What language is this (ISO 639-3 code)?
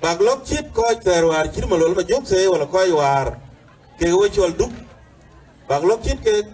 din